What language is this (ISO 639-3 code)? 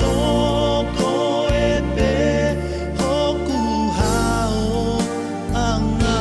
ton